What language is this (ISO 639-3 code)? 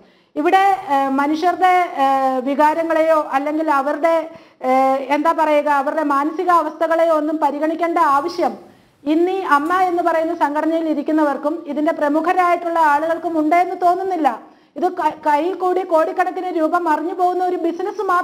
mal